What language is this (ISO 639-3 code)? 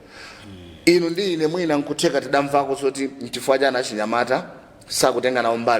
nya